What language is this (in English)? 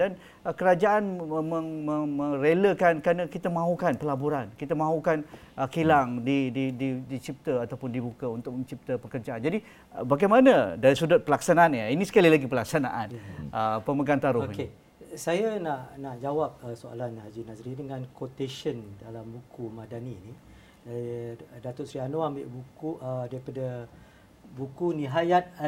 Malay